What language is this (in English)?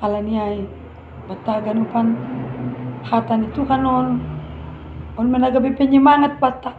Batak Simalungun